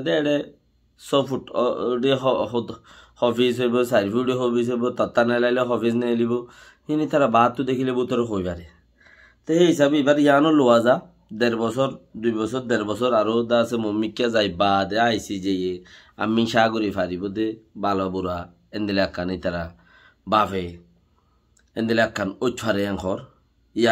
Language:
Rohingya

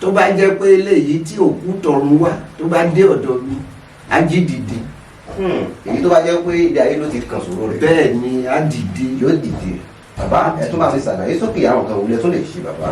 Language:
Yoruba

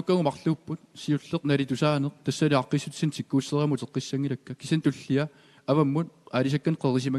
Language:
Kalaallisut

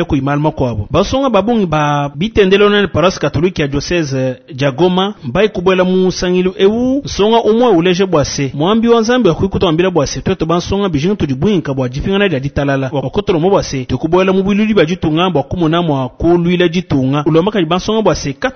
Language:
Luba-Lulua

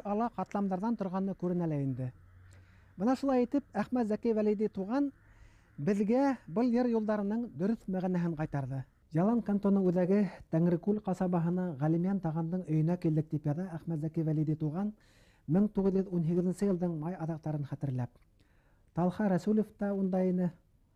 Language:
Bashkir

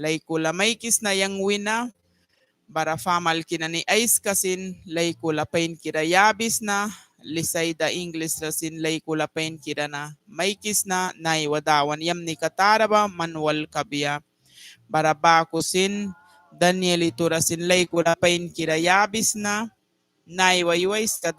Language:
Mískito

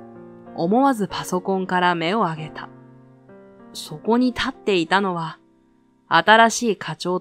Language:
Japanese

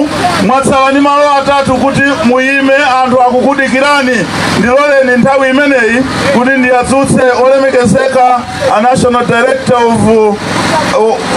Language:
Nyanja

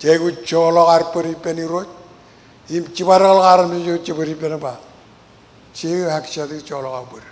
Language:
Marshallese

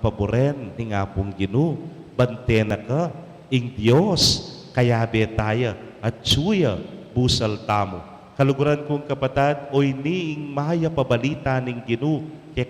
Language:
Pampanga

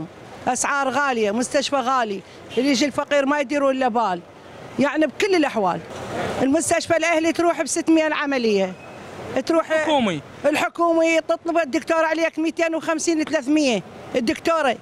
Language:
Mesopotamian Arabic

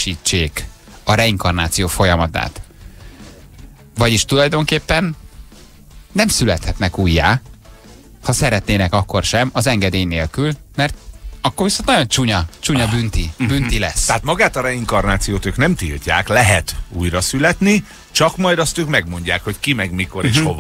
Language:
Hungarian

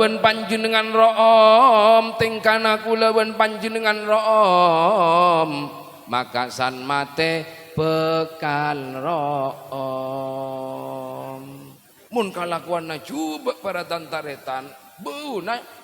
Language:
Madurese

